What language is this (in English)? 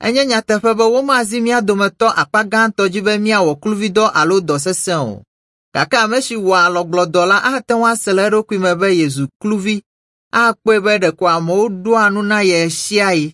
Ewe